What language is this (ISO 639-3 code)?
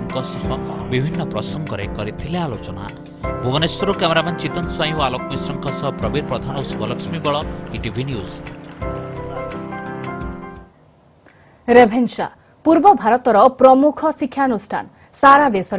ori